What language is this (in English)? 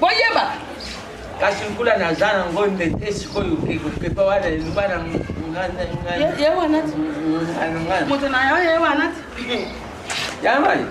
Lingala